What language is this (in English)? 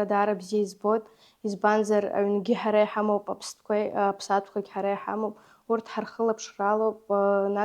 Abkhazian